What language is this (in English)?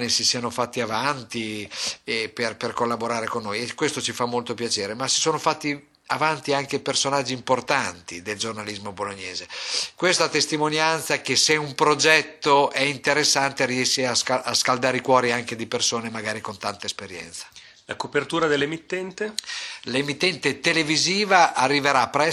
Italian